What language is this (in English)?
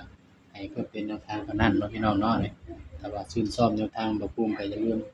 Northeastern Thai